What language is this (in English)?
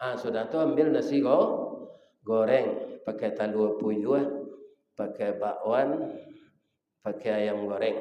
Minangkabau